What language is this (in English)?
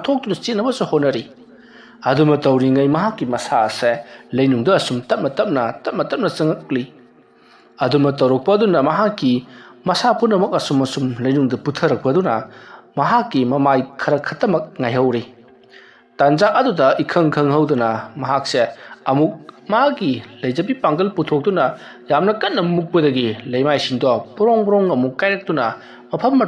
Manipuri